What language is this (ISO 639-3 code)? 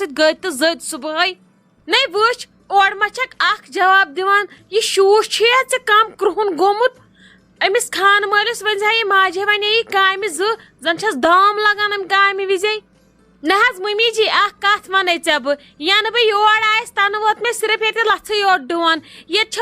kas